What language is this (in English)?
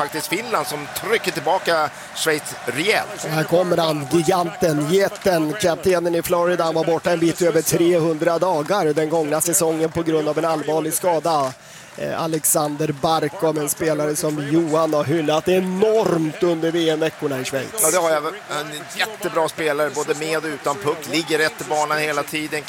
Swedish